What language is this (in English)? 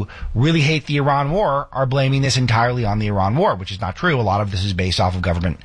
English